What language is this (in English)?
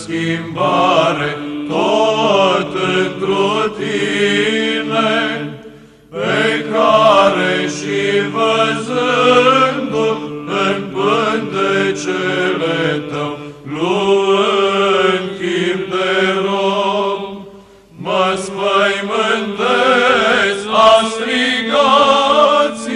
Romanian